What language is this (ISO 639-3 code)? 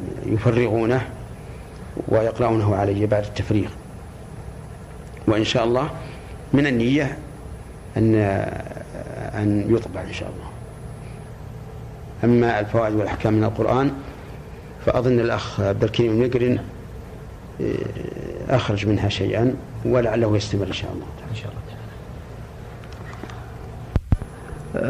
ara